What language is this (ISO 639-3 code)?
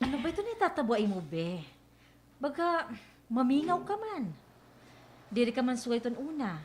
war